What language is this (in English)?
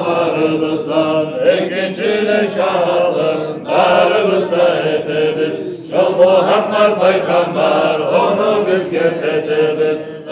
Kumyk